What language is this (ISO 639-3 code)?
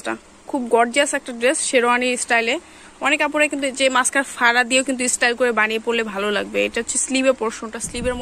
ben